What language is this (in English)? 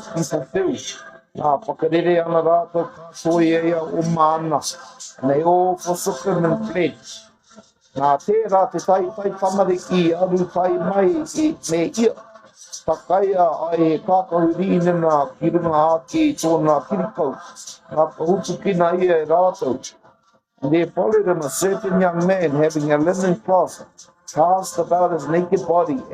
Māori